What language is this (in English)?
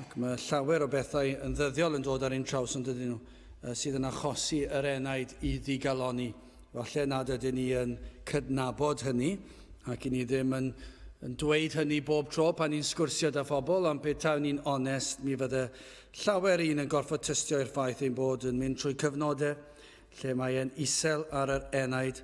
Welsh